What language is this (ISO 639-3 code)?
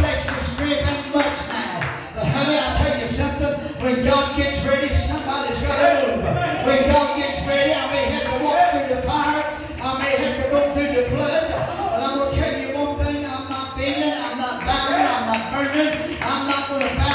eng